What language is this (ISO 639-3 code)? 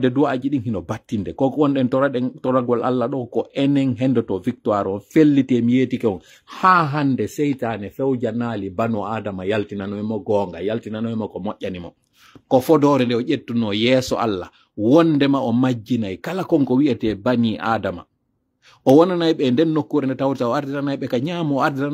fuf